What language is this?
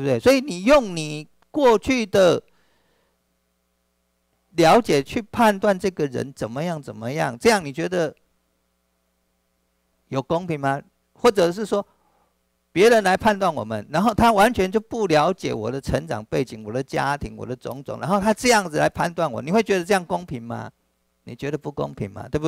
Chinese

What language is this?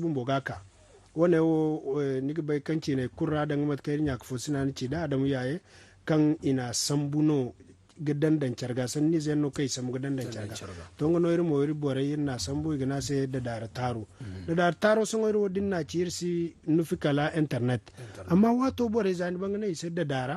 Zarma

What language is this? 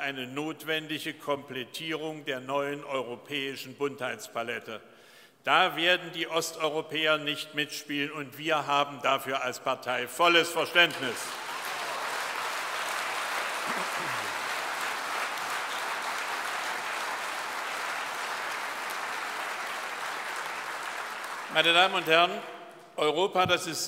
German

